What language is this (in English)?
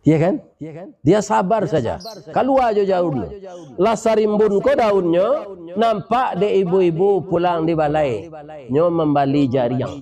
Minangkabau